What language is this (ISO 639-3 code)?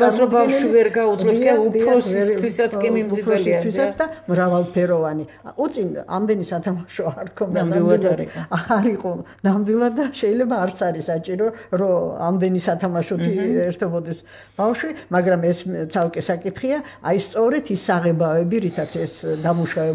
kat